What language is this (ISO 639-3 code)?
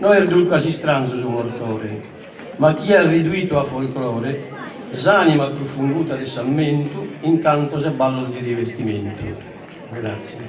srd